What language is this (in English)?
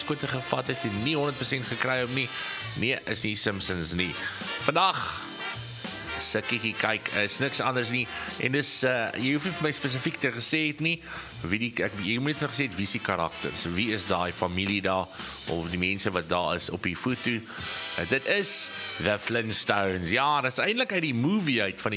Afrikaans